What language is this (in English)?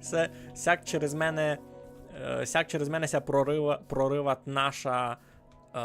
Rusyn